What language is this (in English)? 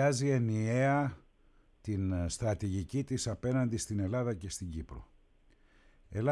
Greek